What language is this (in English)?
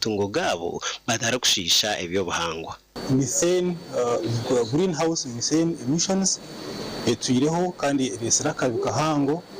Nyankole